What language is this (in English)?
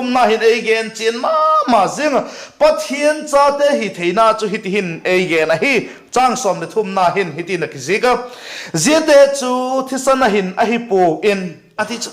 Vaiphei